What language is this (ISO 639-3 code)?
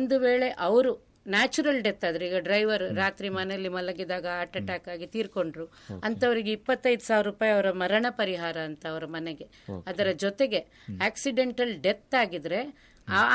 kan